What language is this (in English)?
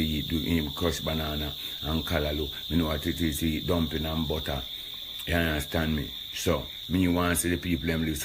Jamaican Creole English